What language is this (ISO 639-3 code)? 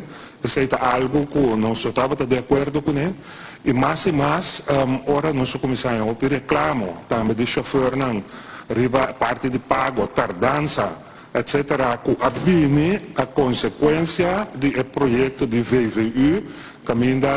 pap